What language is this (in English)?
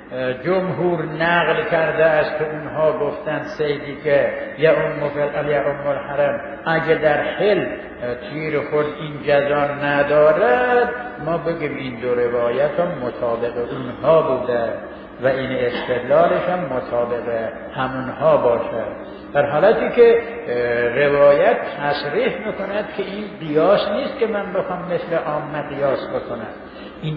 Persian